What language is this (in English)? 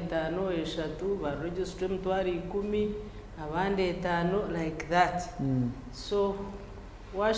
Nyankole